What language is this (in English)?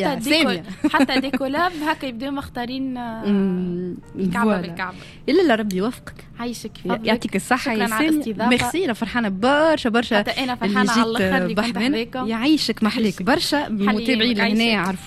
Tunisian Arabic